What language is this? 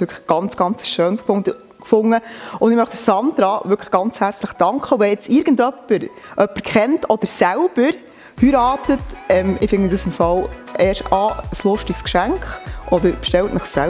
Swiss German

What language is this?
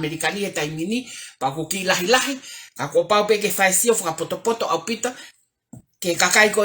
Tongan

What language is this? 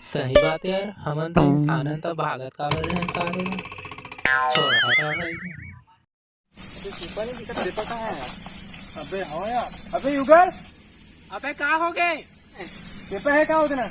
Chhattisgarhi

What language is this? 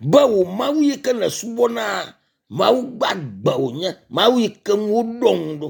Ewe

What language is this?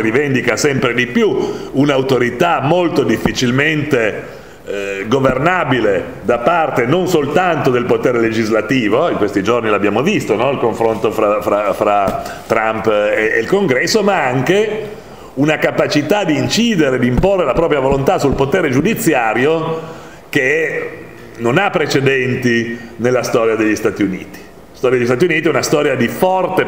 Italian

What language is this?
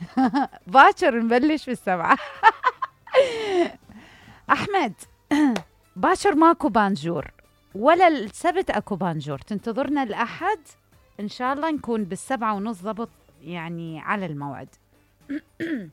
Mesopotamian Arabic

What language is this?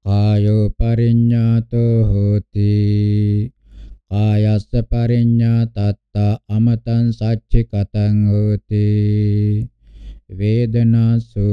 Pali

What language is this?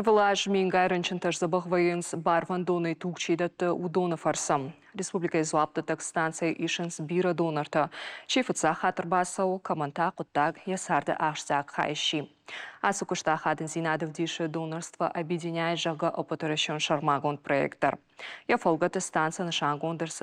Ossetic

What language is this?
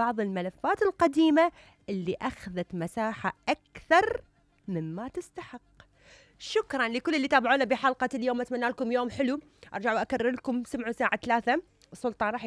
Mesopotamian Arabic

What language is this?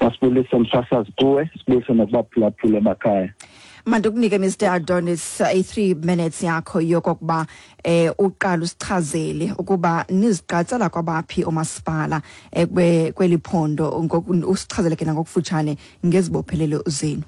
Xhosa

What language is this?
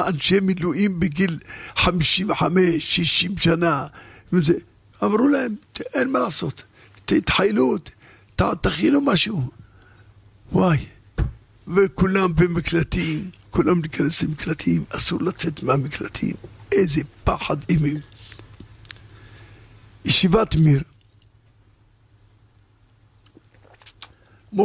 Hebrew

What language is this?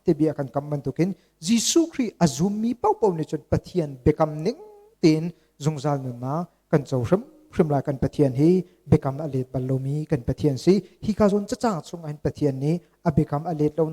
Hakha Chin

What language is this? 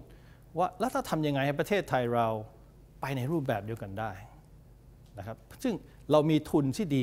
Thai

